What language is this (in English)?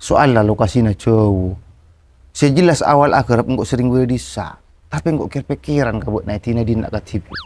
Madurese